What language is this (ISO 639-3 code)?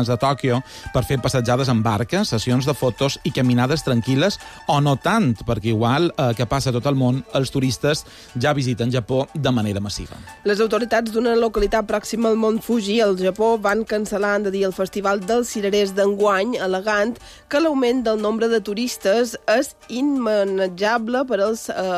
cat